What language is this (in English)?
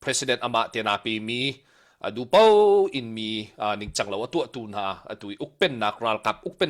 Hakha Chin